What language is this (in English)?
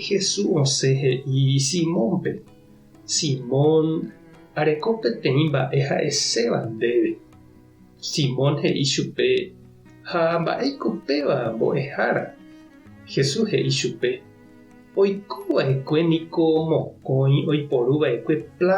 Guarani